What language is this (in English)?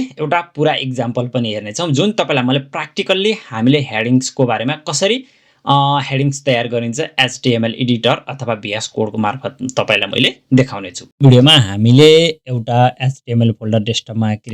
Nepali